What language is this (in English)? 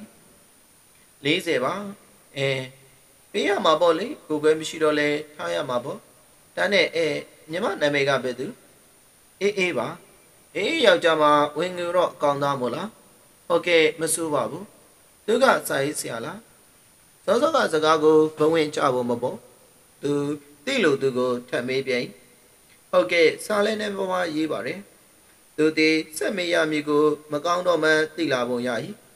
Burmese